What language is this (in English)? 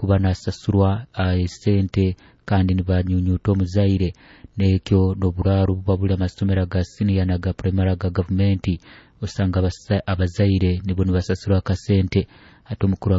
Nyoro